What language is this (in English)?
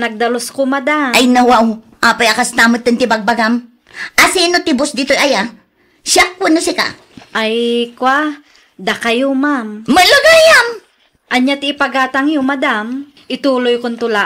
Iloko